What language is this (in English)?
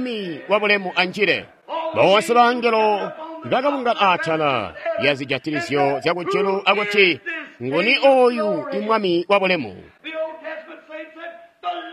Tonga (Zambia)